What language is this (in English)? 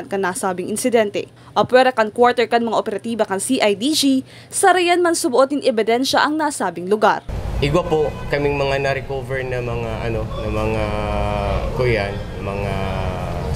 Bikol